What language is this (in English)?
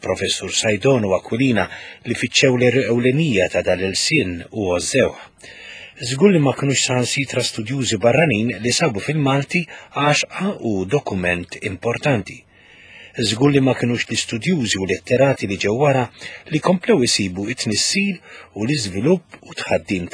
Maltese